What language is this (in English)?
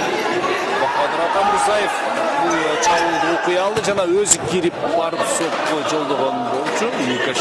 Kyrgyz